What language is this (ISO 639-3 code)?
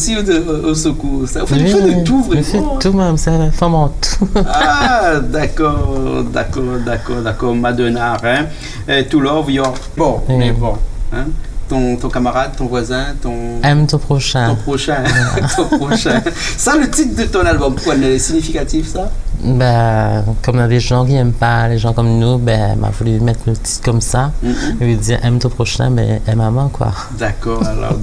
rcf